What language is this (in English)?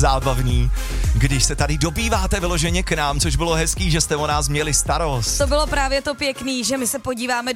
Czech